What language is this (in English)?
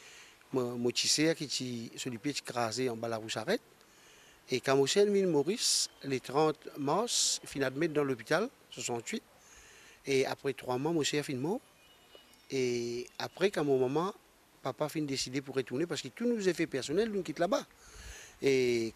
Morisyen